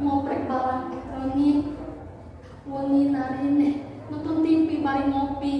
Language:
Sundanese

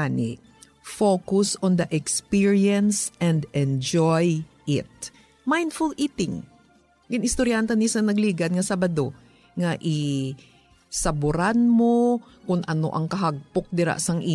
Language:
Hiligaynon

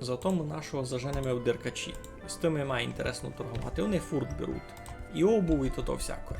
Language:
Rusyn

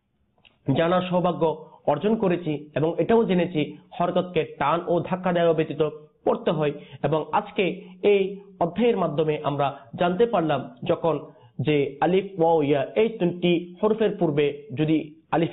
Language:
Bangla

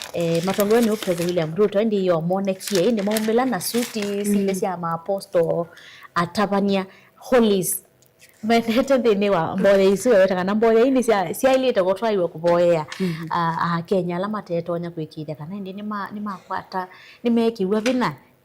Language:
Kamba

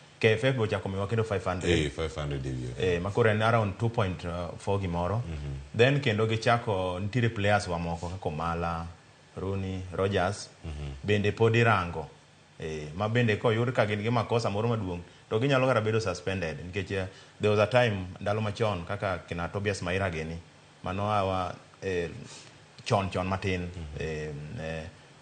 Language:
Luo (Kenya and Tanzania)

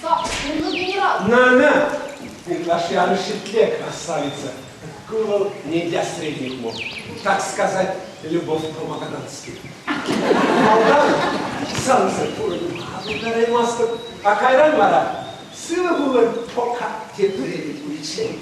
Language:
Chuvash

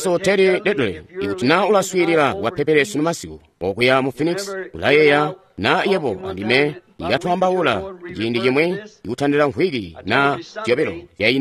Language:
Tonga (Zambia)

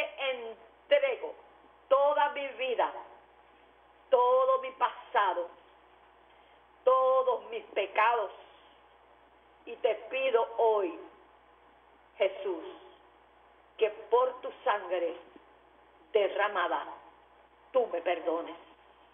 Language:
Spanish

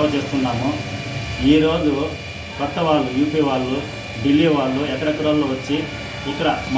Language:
Telugu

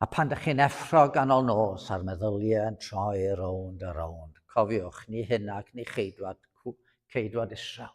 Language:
Welsh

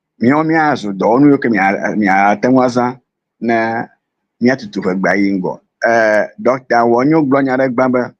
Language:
Ewe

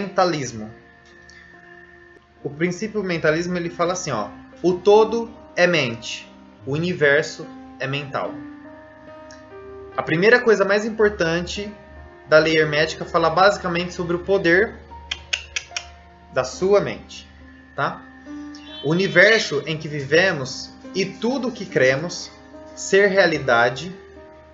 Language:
Portuguese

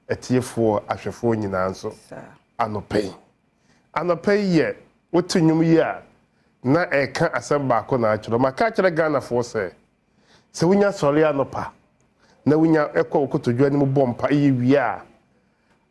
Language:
Akan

